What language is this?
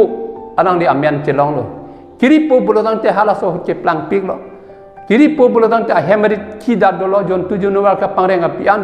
Karbi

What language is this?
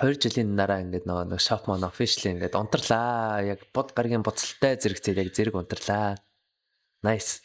Mongolian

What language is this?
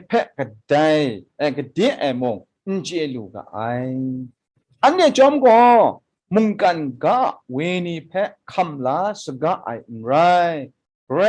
Kachin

